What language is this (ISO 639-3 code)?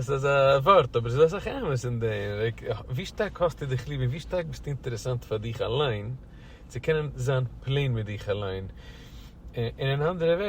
yid